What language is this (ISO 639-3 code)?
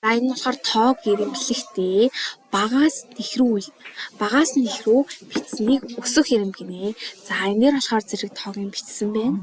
mon